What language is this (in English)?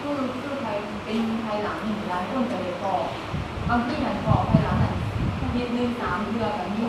Lao